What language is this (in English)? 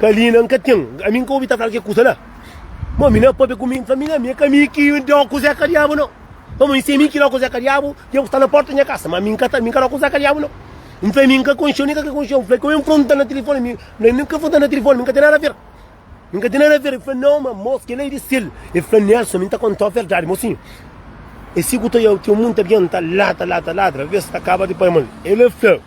Kabuverdianu